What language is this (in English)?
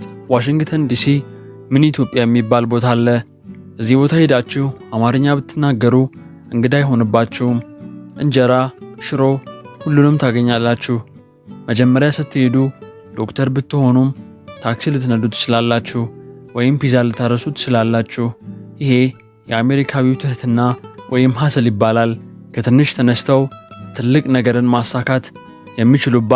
Amharic